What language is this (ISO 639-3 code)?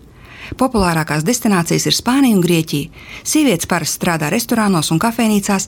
lav